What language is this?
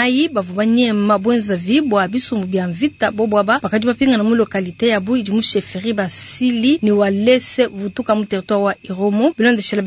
Luba-Lulua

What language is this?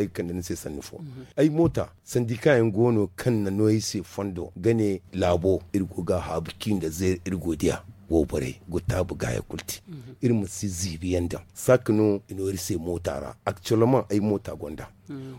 Zarma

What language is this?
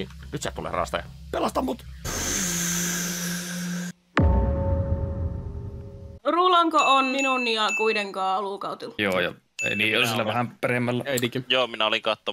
Finnish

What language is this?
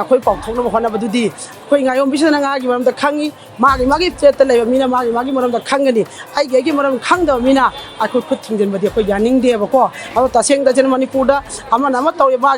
Manipuri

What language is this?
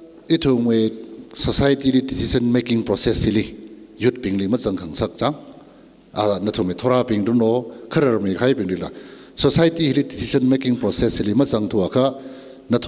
Tangkhul Naga (India)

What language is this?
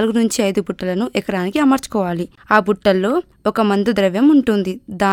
Telugu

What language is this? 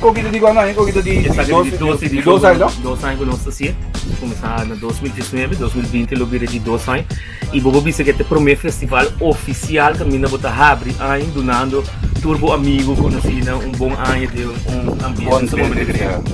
Papiamento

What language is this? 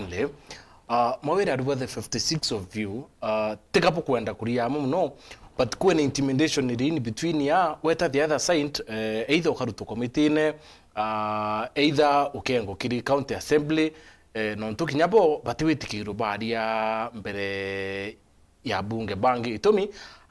Meru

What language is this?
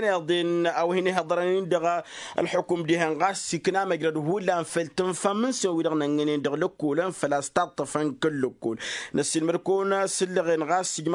Tamasheq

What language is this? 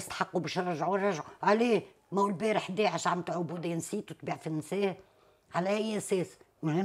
Tunisian Arabic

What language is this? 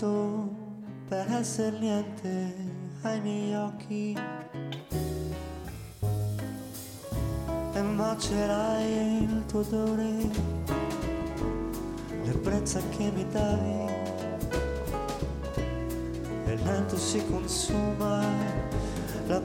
Italian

